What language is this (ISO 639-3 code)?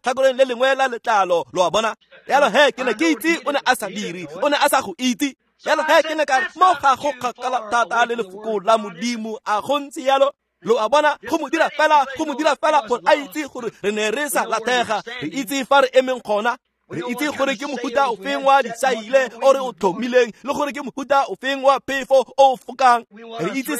tsn